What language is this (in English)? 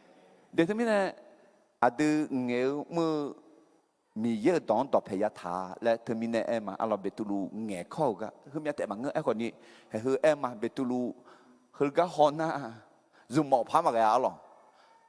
Akha